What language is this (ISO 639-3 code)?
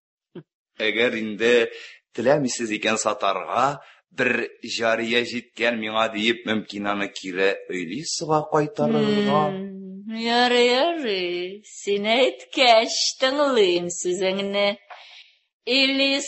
tat